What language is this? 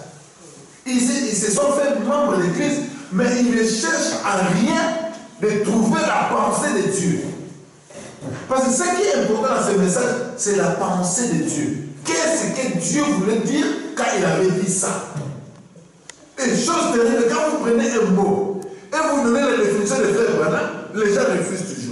French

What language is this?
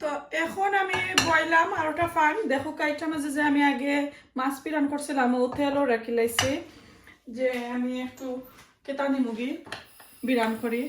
Sylheti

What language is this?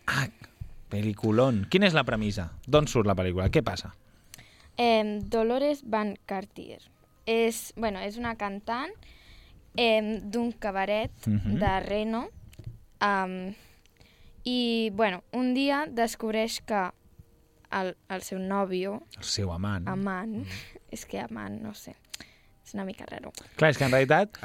Catalan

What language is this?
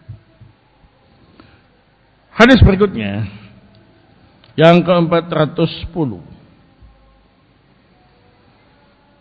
Indonesian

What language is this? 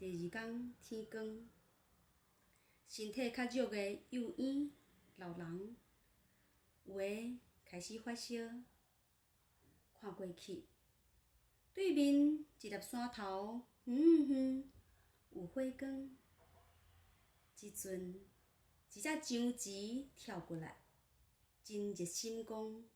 Min Nan Chinese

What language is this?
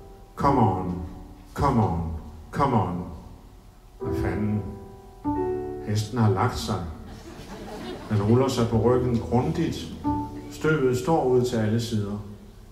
Danish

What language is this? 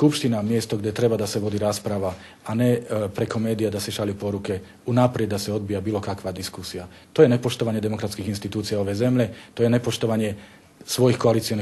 Bosnian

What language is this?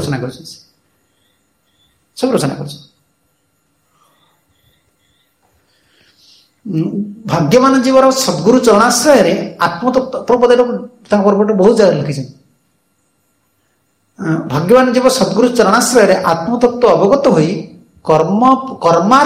Odia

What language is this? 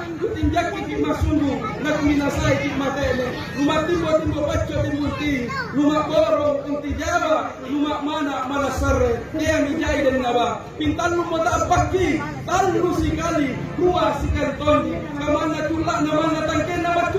Makasar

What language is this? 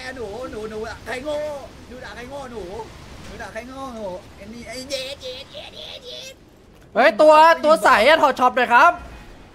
Thai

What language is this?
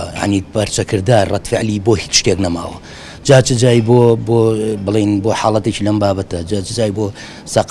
Central Kurdish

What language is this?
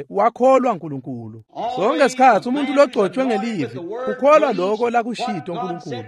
Swati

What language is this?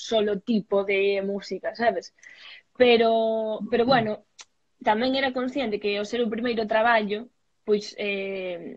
Galician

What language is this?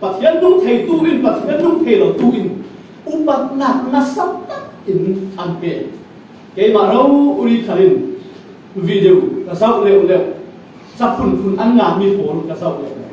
Falam Chin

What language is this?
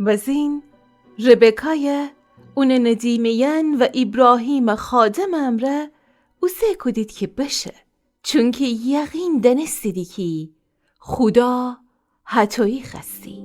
Gilaki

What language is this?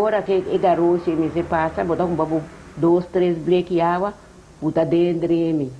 Papiamento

